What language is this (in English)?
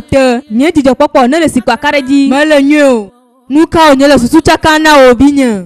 Ewe